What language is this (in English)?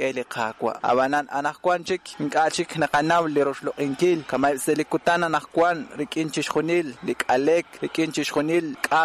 Kekchí